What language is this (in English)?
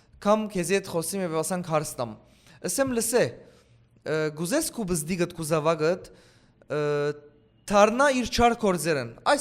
Western Armenian